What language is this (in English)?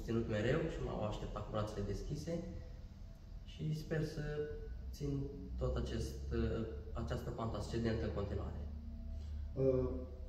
Romanian